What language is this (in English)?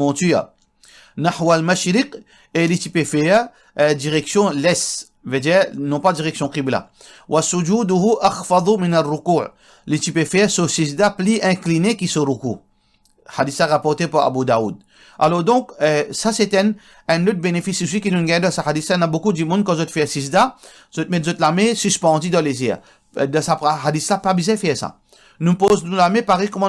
Morisyen